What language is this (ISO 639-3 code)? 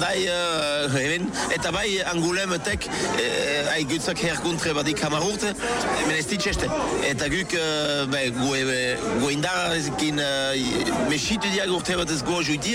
eus